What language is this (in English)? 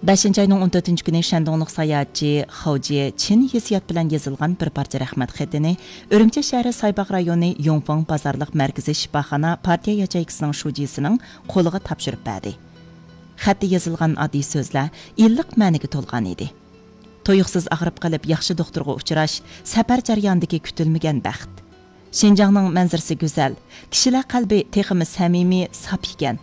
Uyghur